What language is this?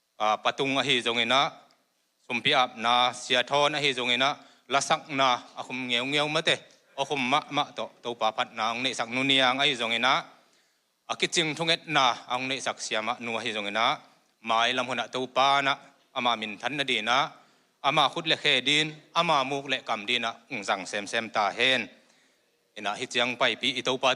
Tedim Chin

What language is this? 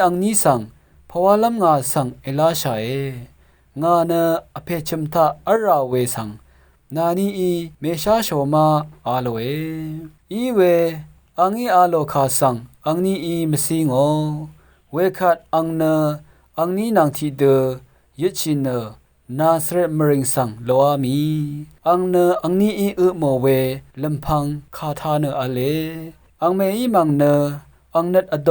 Rawang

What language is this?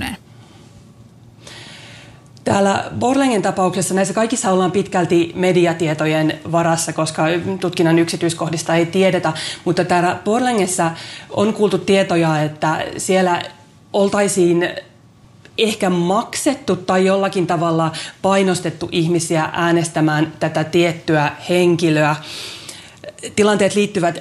Finnish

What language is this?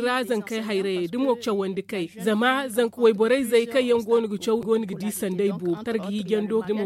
Zarma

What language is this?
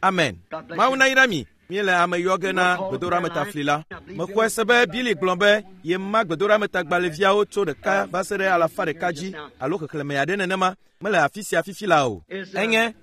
Ewe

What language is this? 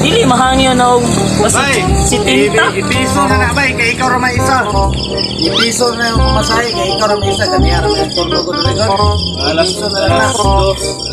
Cebuano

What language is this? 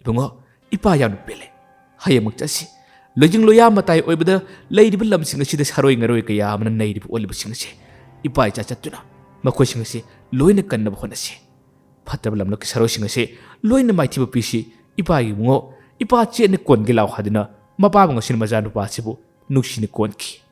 Manipuri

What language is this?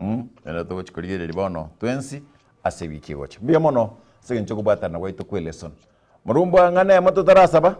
Gusii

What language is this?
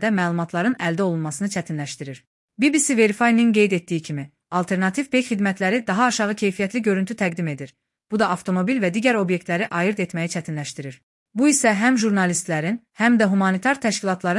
Azerbaijani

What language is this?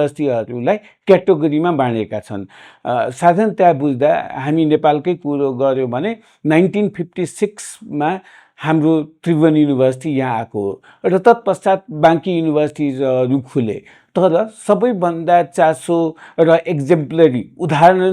Nepali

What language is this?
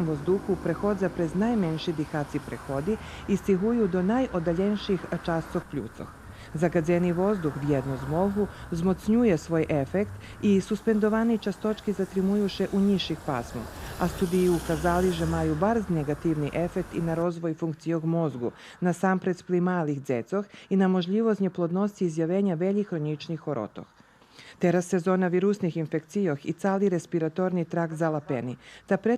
Rusyn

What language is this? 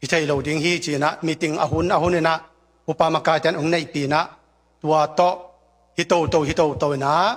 Tedim Chin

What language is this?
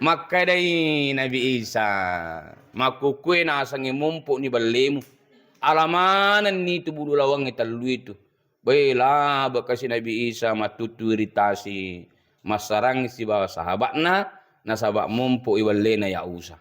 Buginese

